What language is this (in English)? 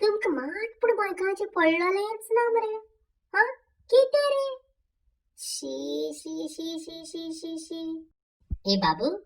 Konkani